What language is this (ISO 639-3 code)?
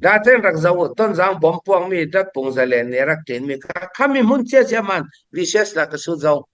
cfm